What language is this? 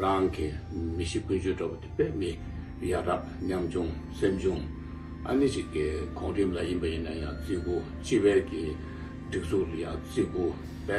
Tibetan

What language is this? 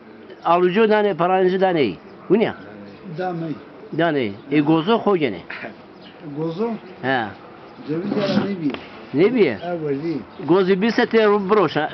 Zaza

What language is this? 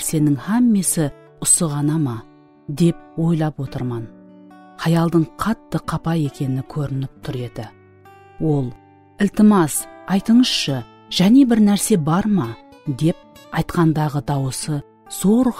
Kara-Kalpak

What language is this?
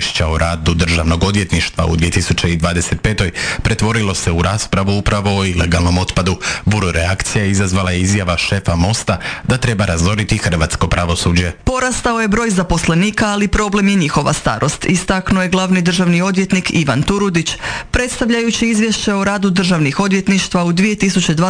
Croatian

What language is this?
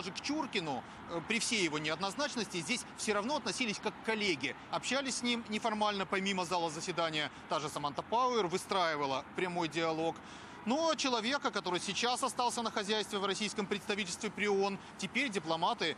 Russian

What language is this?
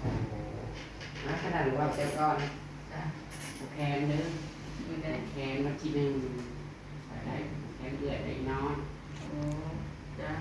Northeastern Thai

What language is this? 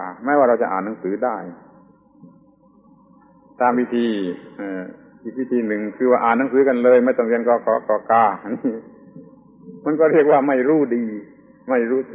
Thai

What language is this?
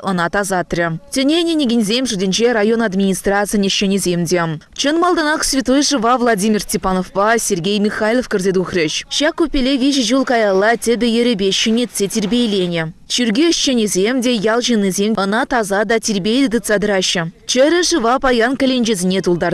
Chuvash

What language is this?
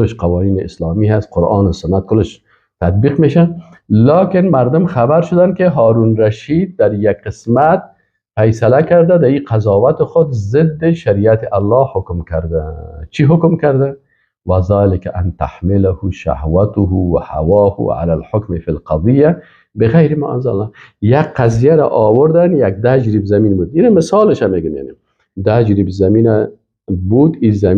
Persian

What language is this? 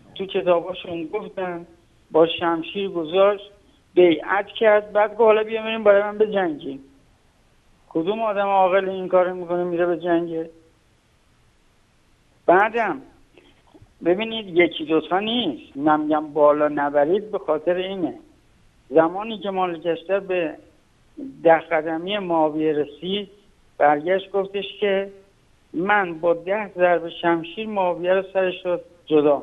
Persian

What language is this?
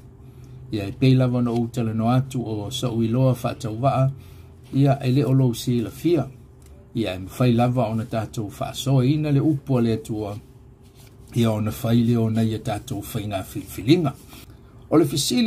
Samoan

